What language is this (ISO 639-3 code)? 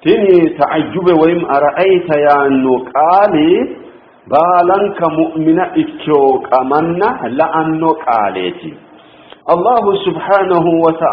sid